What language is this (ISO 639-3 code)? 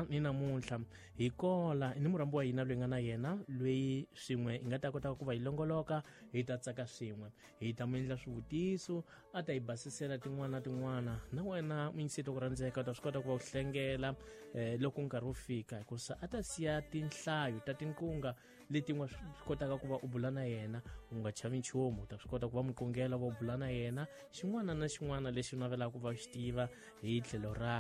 tso